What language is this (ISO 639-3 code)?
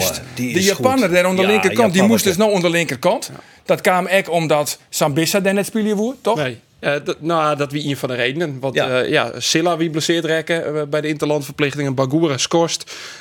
fry